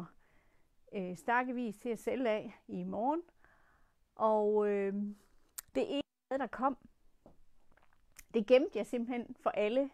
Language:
Danish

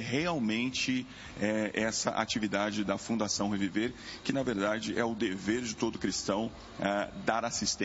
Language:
Portuguese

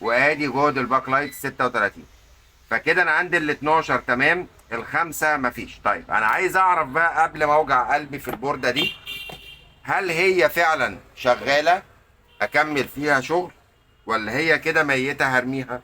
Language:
Egyptian Arabic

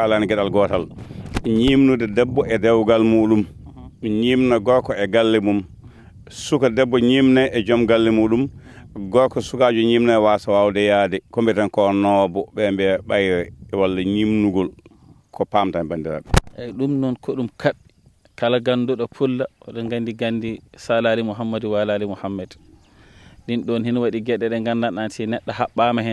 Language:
Fula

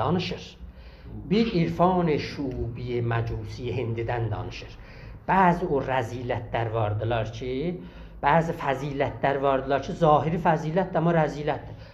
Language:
South Azerbaijani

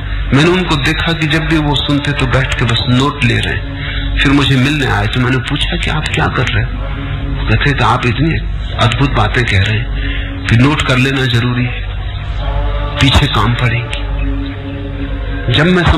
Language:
Hindi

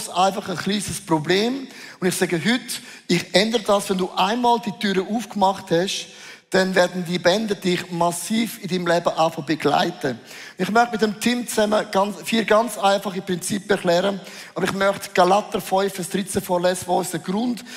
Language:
Swiss German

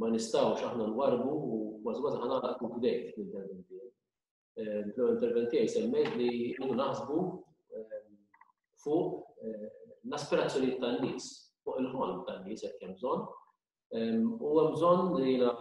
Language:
Maltese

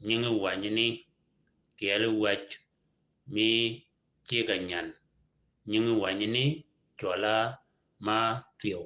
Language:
Shilluk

